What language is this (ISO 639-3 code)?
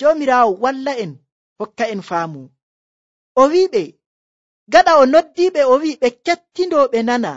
fuv